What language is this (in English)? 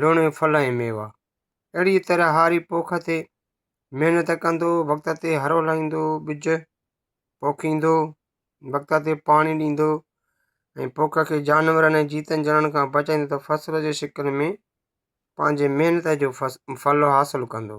Sindhi